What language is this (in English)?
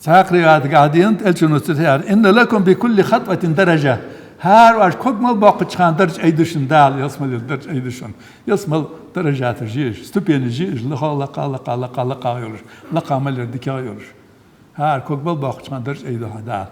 Ingush